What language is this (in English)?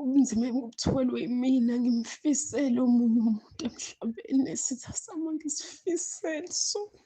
Zulu